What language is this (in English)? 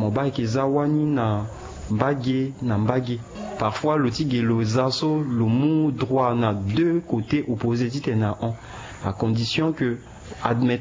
Sango